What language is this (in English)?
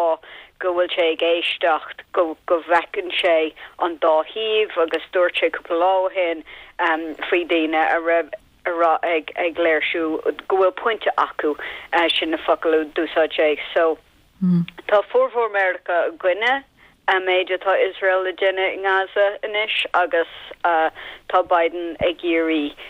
Irish